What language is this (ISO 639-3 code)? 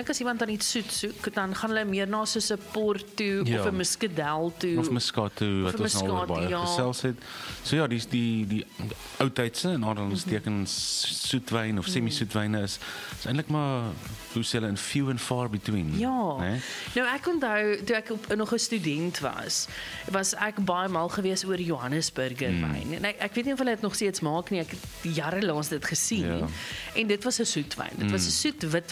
afr